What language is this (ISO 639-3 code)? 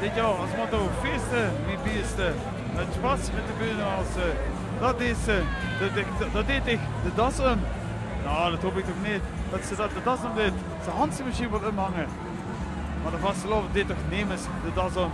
lim